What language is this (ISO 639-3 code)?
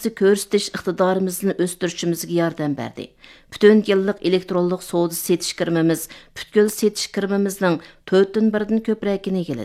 uig